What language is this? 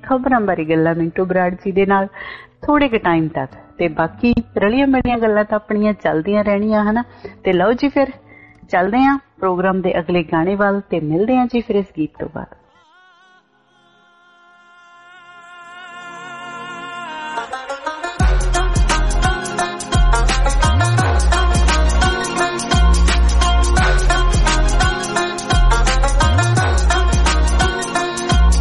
Punjabi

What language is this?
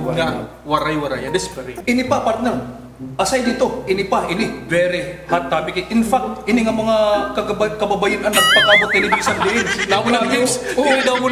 Waray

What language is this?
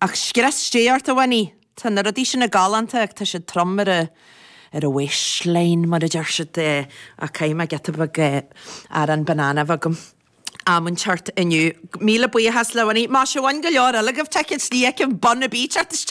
Irish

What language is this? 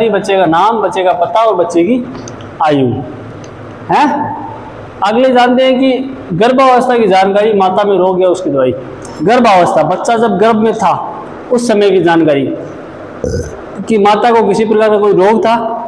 Hindi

